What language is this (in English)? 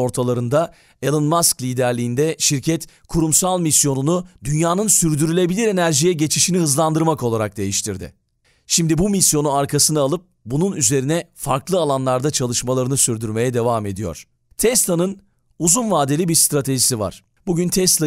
Turkish